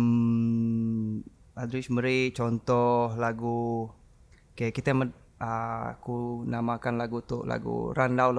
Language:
Iban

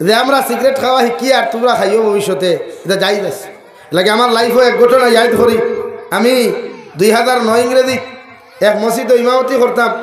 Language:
Sylheti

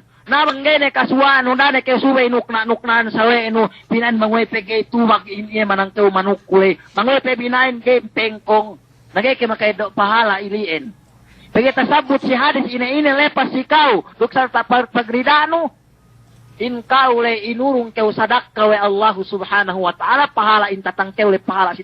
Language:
Yakan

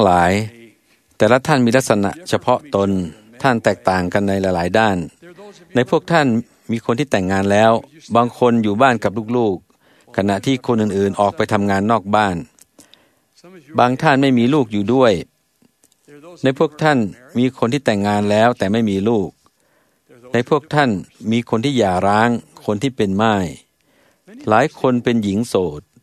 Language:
Thai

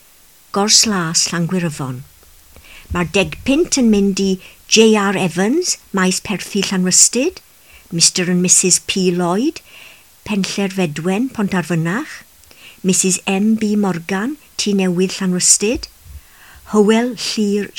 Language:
Welsh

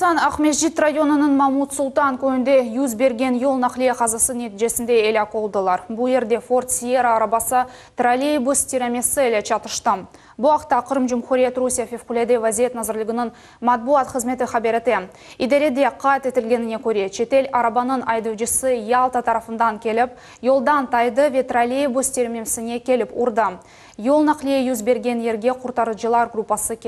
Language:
Crimean Tatar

